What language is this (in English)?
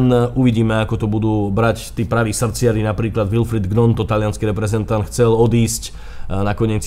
Slovak